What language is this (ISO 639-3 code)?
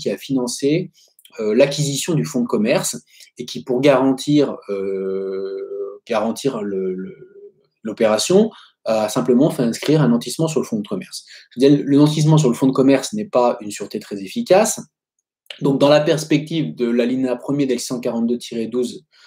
fra